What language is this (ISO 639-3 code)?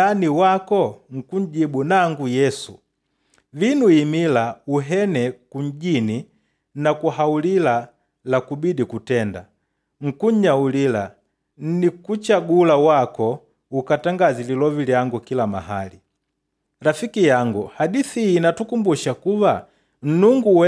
kde